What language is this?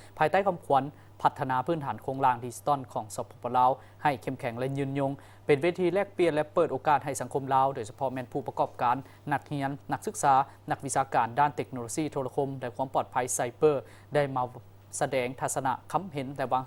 Lao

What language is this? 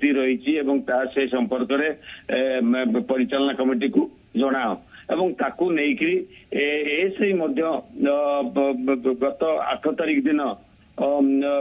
Odia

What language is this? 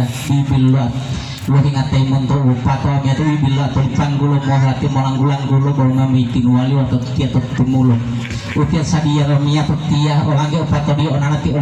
Gorontalo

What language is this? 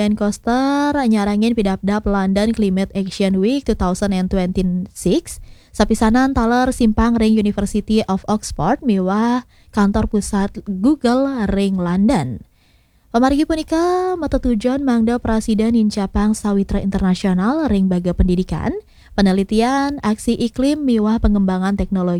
Balinese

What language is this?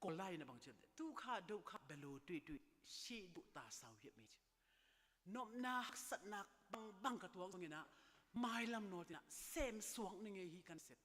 Tedim Chin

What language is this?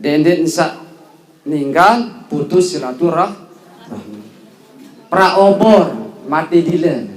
Sasak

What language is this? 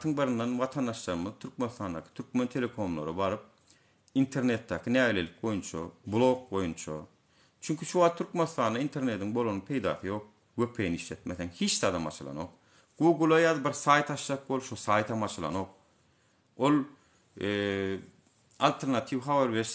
Turkmen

